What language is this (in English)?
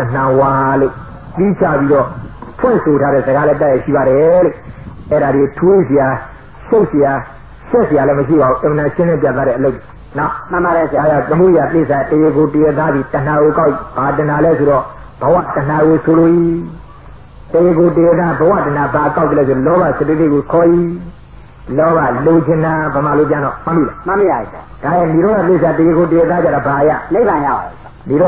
Burmese